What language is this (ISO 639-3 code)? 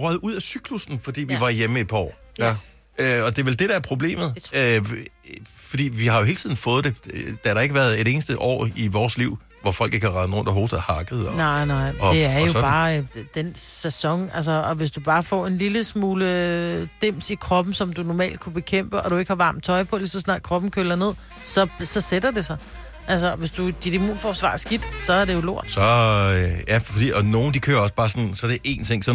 dan